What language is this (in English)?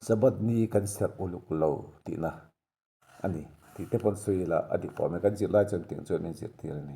Mizo